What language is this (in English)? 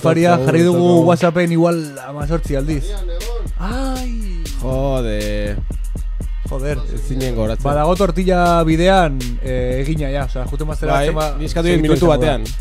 Basque